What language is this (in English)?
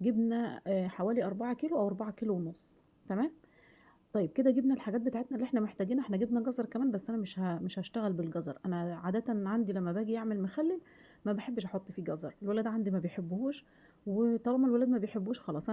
Egyptian Arabic